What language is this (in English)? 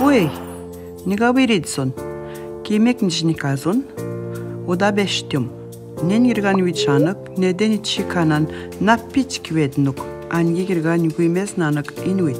Atikamekw